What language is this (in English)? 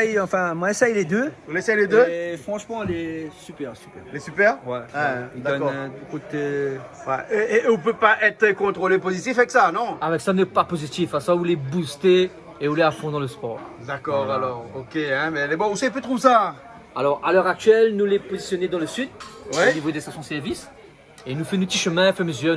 Réunion Creole French